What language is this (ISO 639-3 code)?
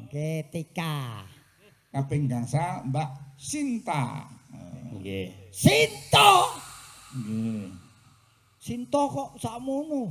jav